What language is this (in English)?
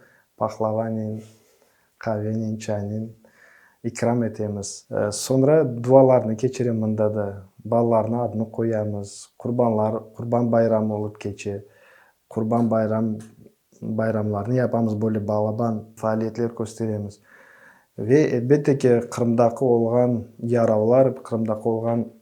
Crimean Tatar